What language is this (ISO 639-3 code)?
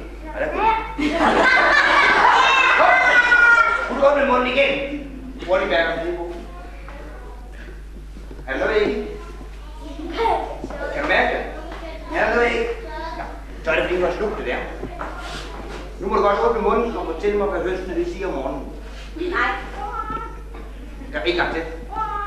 dan